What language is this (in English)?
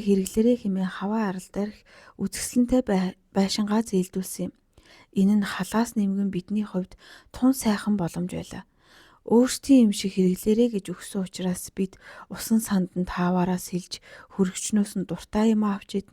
Mongolian